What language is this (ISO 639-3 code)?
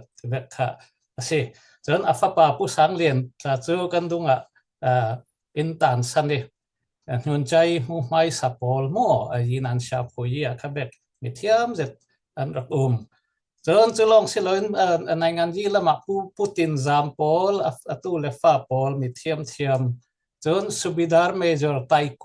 cfm